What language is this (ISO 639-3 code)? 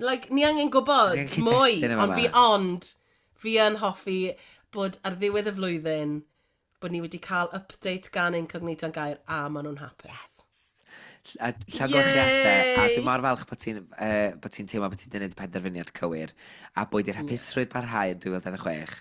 cym